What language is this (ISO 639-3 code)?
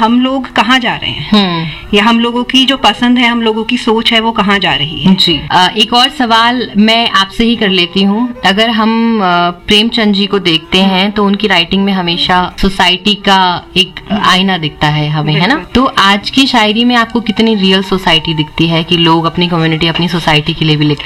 hin